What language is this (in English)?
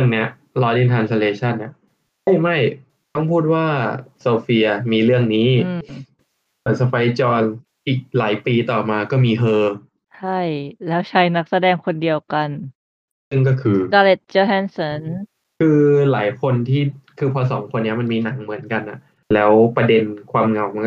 Thai